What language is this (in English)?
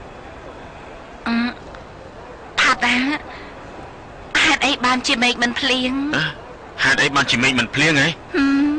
Khmer